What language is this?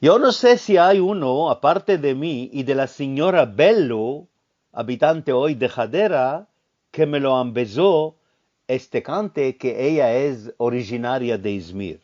Ladino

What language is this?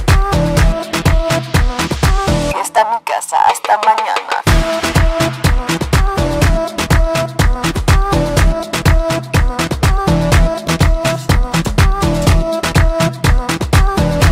Spanish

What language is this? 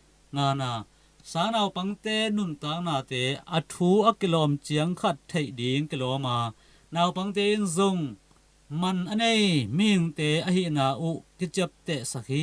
Tedim Chin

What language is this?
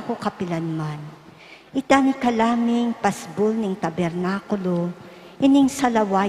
Pampanga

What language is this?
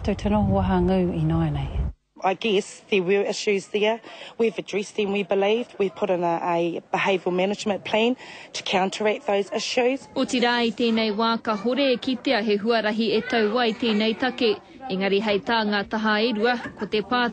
Māori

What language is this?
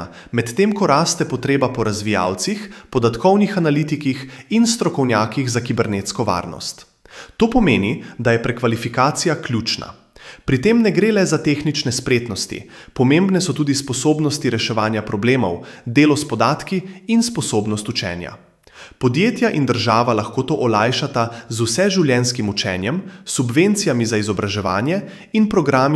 Slovenian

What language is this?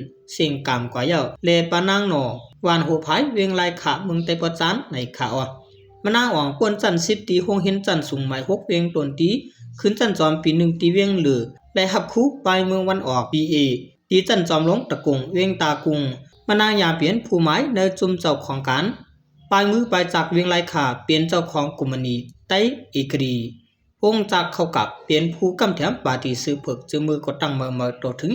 Shan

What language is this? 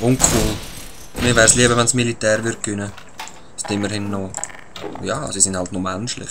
Swiss German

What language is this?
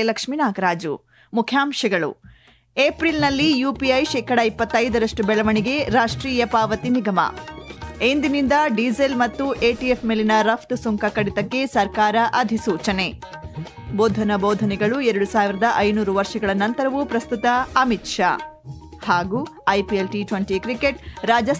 Kannada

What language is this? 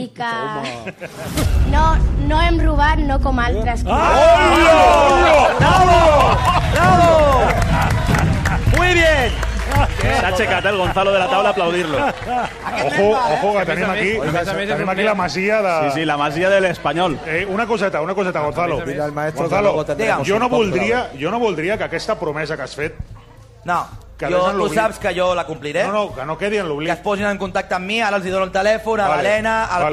Catalan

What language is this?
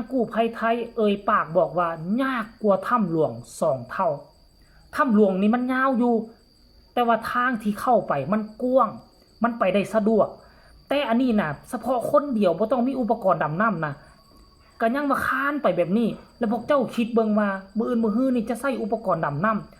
Lao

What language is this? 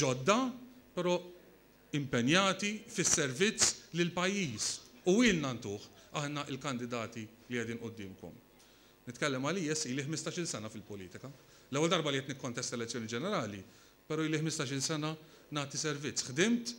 Maltese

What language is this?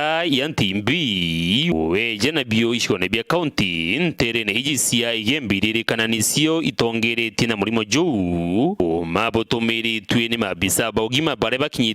Meru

